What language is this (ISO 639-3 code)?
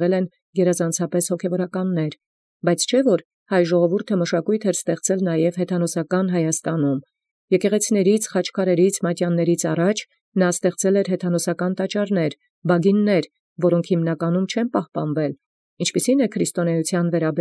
hye